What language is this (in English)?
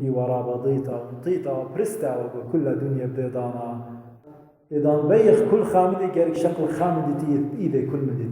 Assyrian Neo-Aramaic